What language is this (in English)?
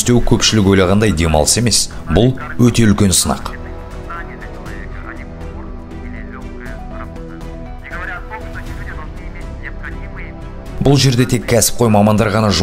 Kazakh